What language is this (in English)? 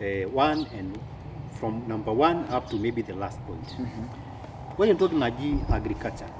Masai